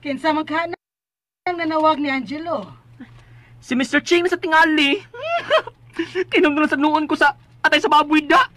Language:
Cebuano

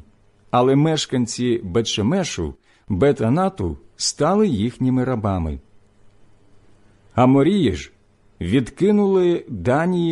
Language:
Ukrainian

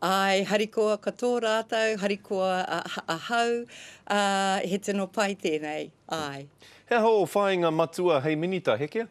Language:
Māori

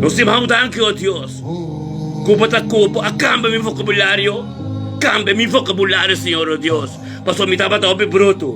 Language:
Papiamento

